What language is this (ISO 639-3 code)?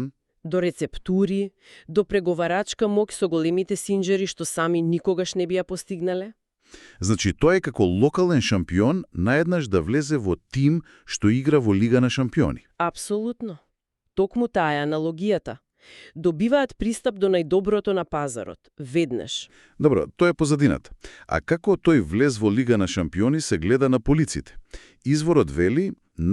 mkd